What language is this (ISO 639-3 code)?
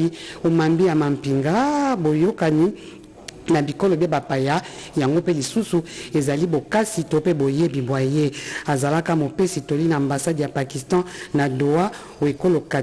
lin